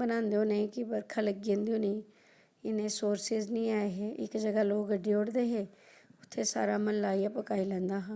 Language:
Dogri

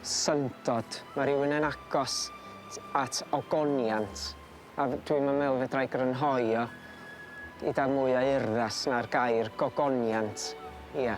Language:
Welsh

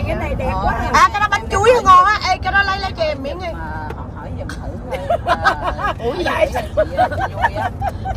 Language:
Vietnamese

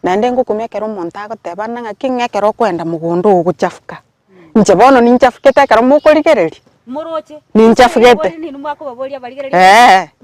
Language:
Gusii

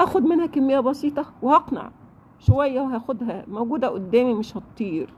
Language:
Egyptian Arabic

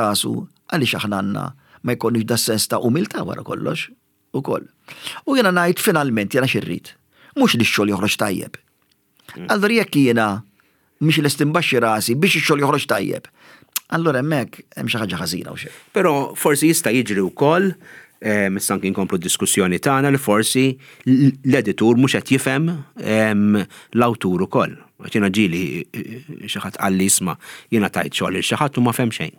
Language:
Maltese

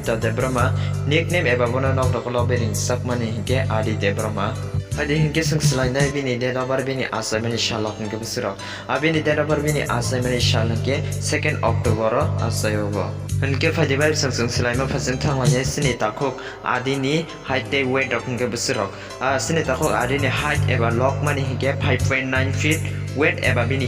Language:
Kok Borok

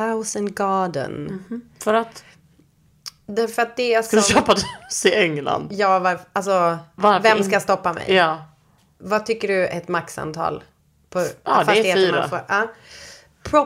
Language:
Swedish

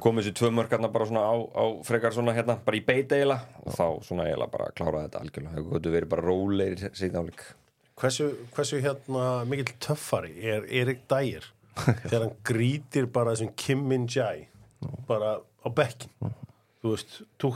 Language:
Icelandic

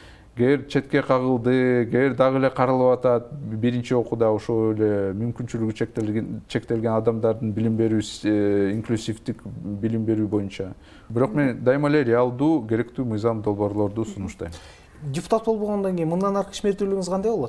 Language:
Kyrgyz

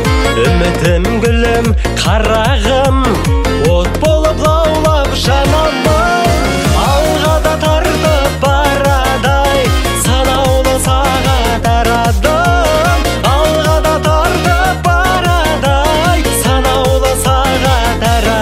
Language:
Kazakh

